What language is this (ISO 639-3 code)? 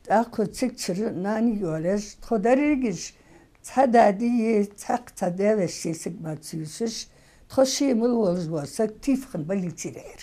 inh